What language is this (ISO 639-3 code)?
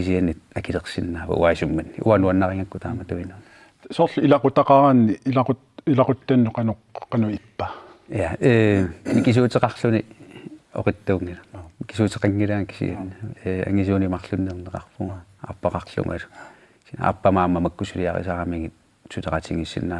kal